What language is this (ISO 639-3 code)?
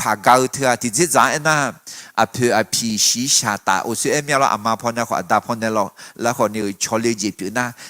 ahk